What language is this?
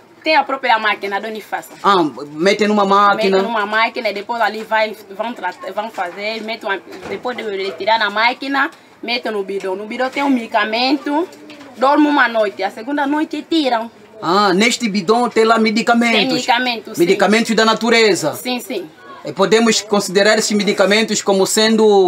Portuguese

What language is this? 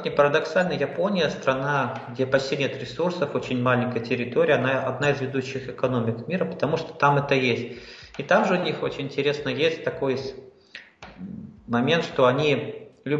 Russian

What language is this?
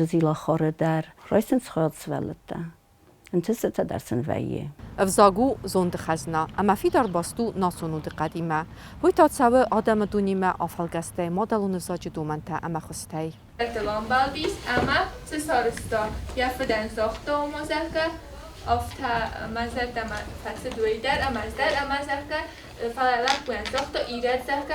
Ossetic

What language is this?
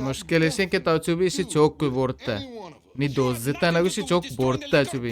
Baluchi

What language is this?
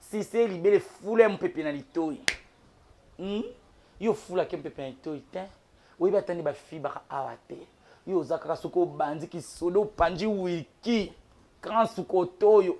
Lingala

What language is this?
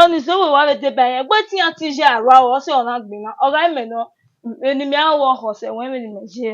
Bini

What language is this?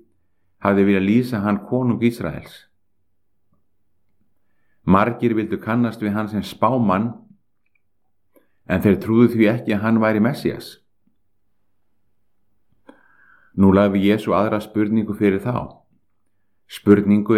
Icelandic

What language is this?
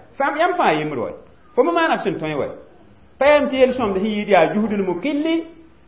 Mossi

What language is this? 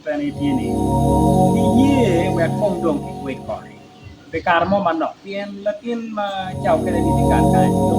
Acoli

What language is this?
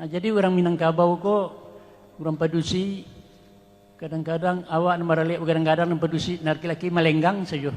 Minangkabau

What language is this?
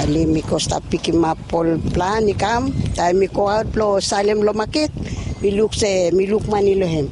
Bislama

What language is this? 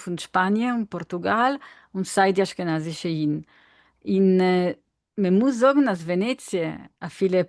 Yiddish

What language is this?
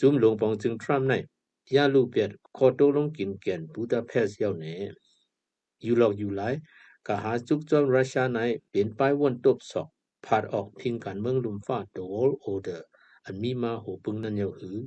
Shan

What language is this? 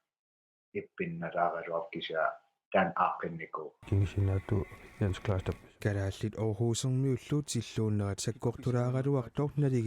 Kalaallisut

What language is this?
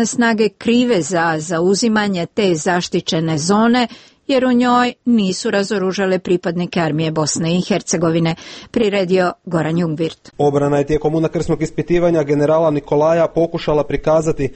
Croatian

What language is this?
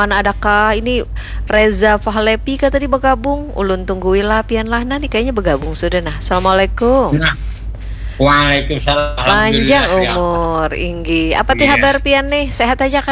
Banjar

